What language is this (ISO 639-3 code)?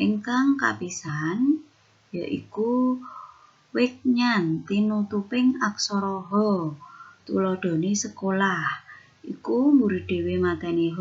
jav